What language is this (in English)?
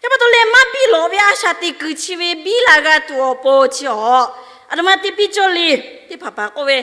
Lahu